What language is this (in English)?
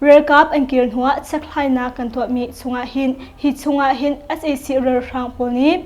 Hakha Chin